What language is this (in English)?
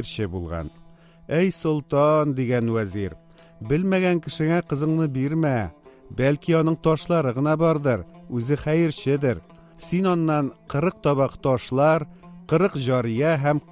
Tatar